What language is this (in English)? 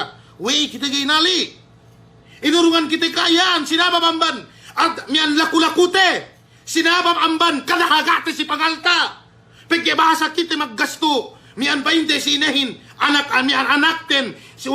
Yakan